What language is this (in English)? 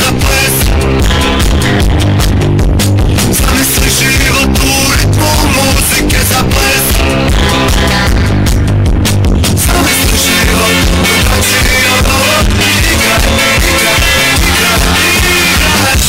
Croatian